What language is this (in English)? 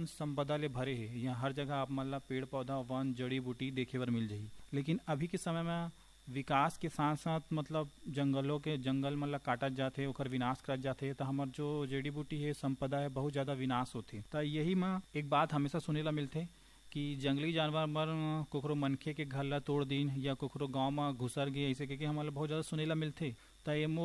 Chhattisgarhi